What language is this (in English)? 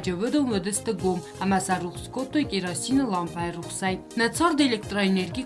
Ossetic